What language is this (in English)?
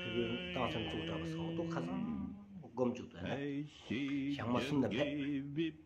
Stod Bhoti